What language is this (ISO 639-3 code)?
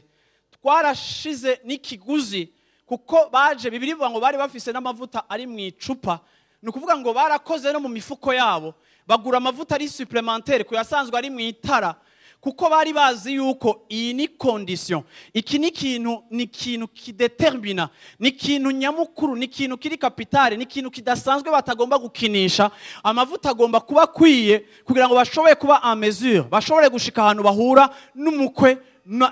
run